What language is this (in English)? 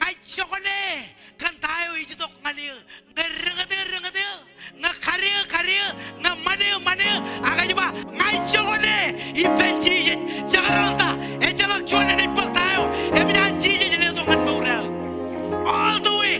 Marshallese